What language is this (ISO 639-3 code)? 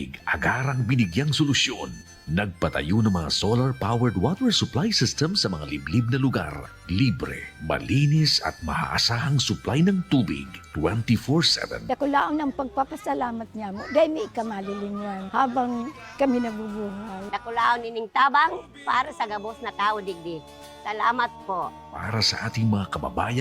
bik